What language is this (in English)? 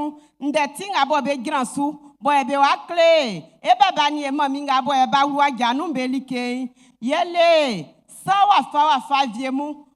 Baoulé